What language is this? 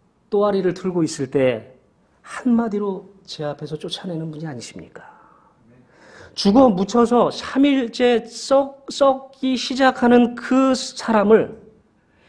Korean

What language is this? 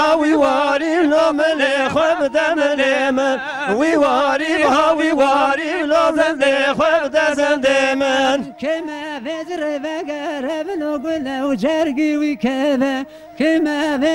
Kurdish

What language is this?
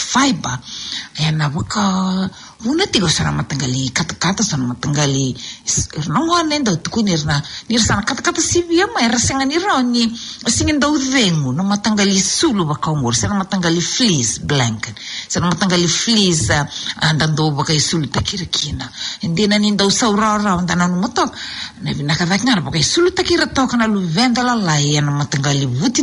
Fijian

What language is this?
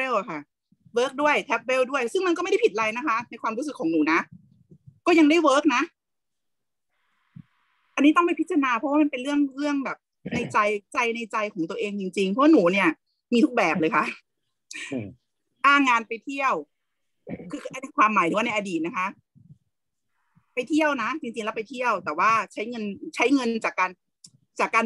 Thai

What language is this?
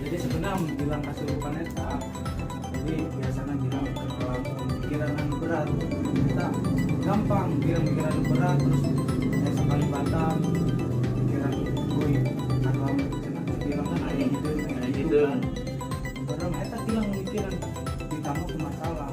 Sundanese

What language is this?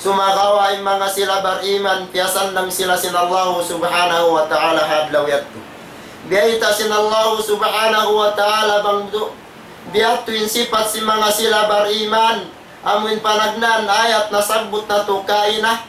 Tausug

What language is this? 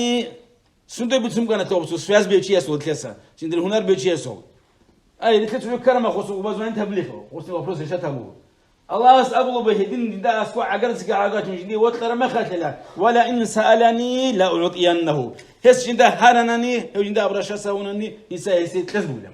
Avaric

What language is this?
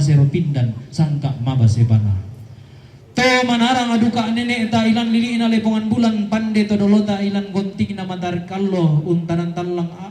Toraja-Sa'dan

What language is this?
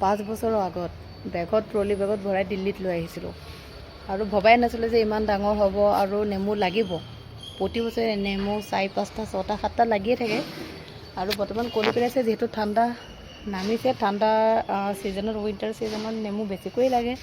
Assamese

